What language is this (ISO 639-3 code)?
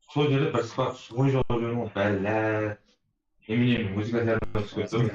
kaa